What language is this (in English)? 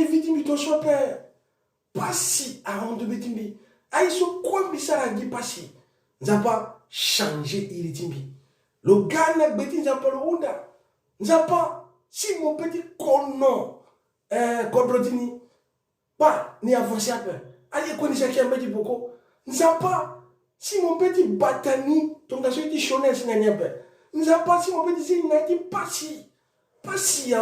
Sango